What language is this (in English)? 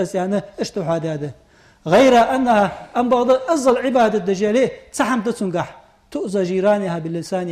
Ingush